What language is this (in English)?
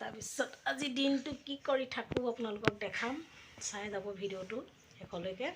Assamese